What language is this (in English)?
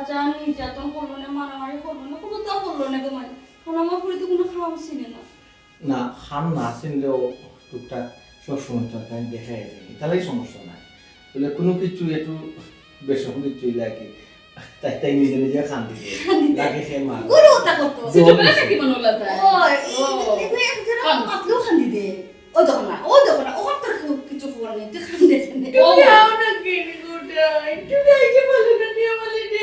Sylheti